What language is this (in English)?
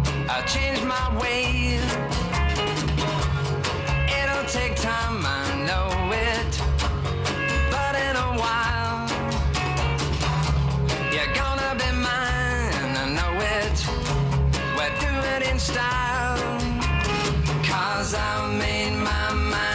English